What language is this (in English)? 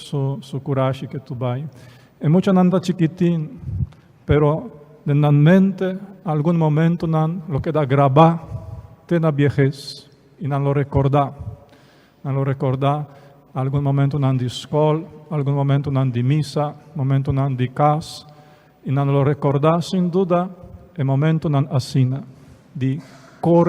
Papiamento